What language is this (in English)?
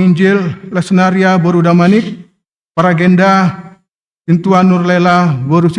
Batak Simalungun